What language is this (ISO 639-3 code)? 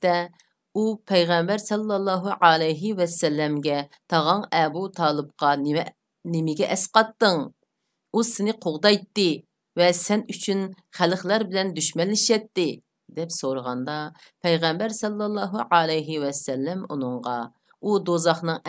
uig